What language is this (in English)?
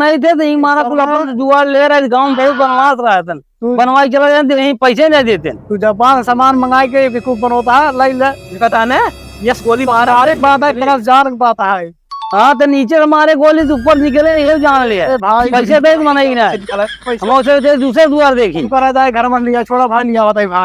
Awadhi